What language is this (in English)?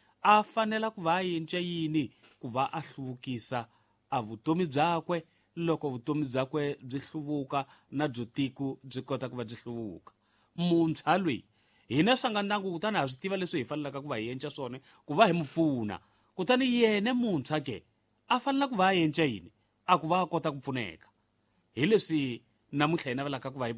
Tsonga